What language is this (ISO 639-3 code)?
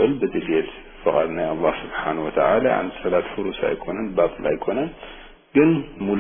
tir